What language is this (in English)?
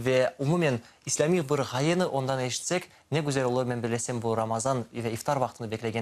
Crimean Tatar